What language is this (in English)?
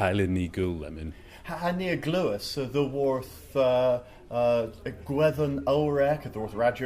Cornish